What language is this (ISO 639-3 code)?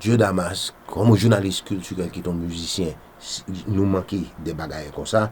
hat